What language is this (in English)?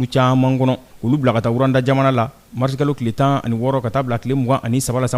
Bambara